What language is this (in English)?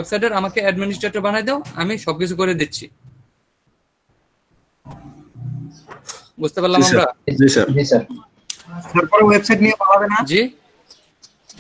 Bangla